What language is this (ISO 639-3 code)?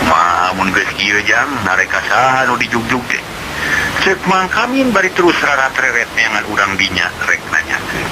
sun